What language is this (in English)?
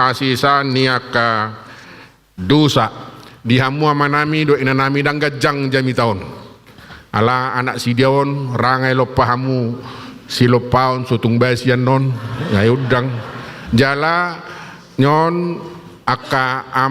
Batak Toba